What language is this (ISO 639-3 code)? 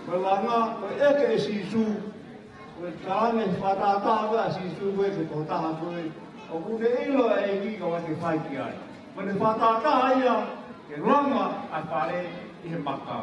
ton